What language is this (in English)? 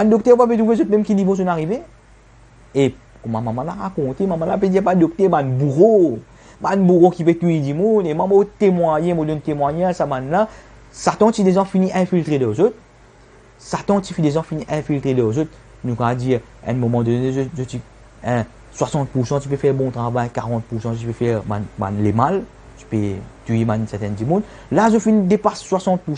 Morisyen